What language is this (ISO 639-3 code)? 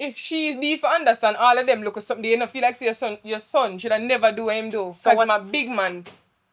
jam